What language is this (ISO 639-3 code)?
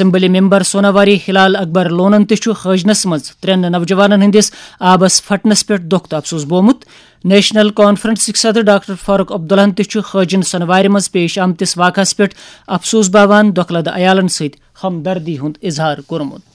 kas